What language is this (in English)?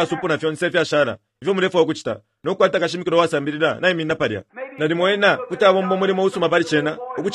Bemba